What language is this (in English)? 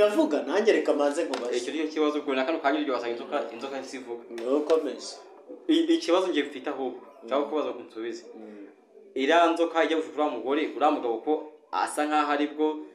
Kinyarwanda